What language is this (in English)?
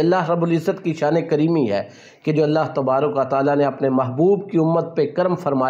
Urdu